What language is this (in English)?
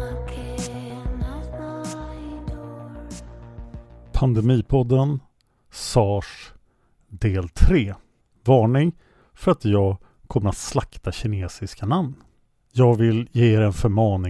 Swedish